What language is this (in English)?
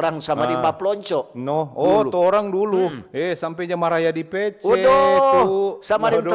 Manado Malay